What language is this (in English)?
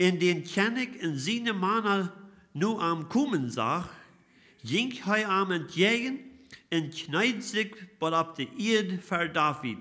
Plautdietsch